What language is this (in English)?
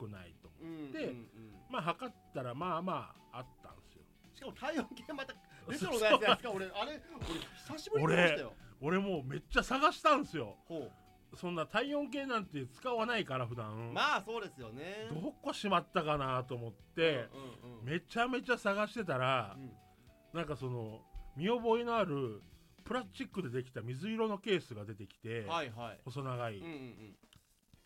Japanese